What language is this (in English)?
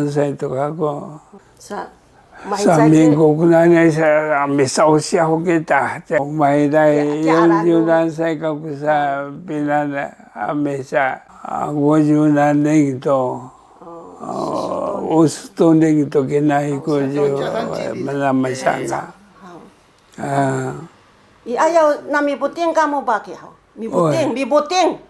Sakizaya